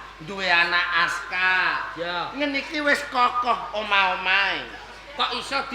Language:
Javanese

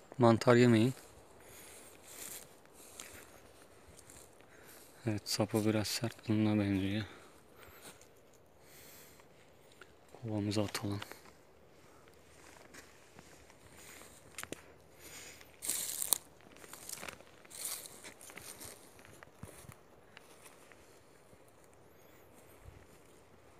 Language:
Turkish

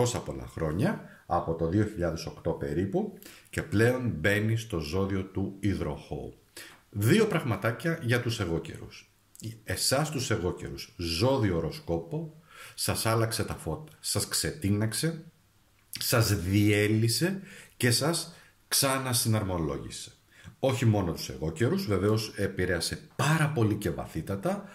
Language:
Greek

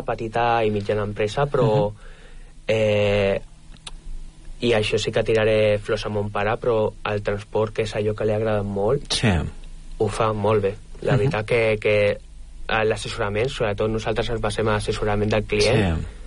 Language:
Catalan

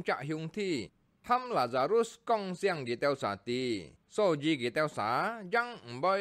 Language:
Hakka Chinese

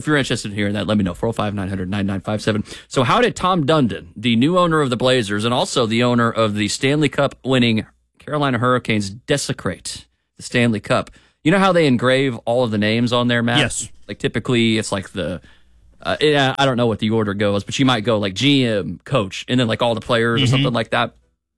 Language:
English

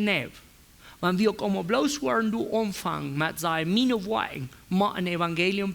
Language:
Plautdietsch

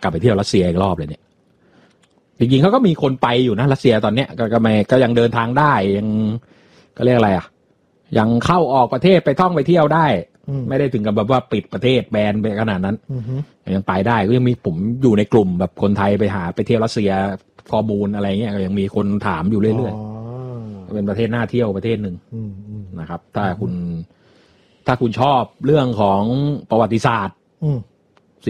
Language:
Thai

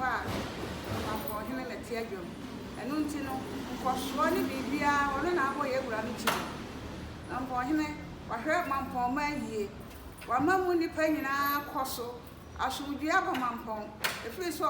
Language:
Akan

